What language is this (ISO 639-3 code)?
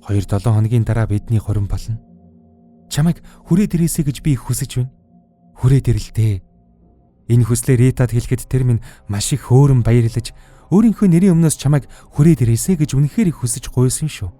mon